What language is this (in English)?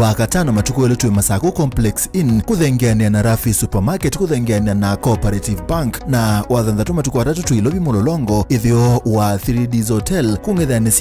Kamba